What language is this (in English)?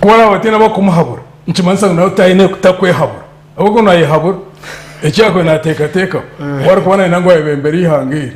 Nyankole